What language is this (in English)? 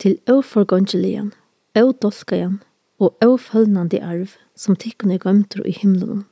Faroese